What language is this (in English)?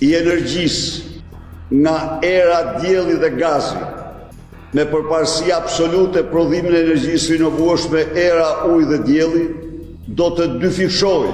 Albanian